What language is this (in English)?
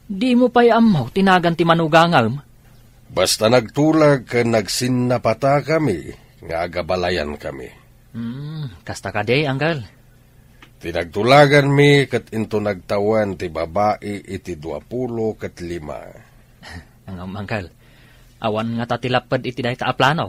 Iloko